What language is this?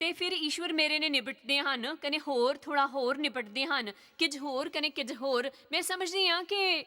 Dogri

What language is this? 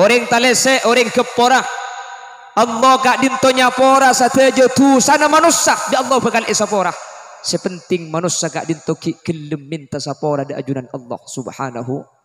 Madurese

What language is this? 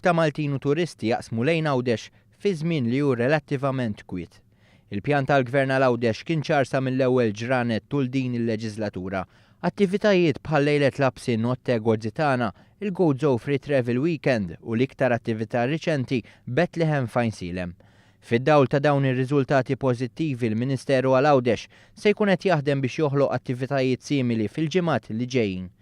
Maltese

